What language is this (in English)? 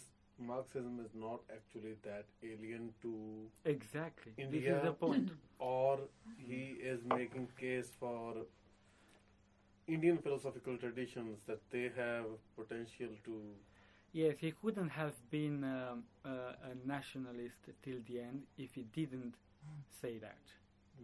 English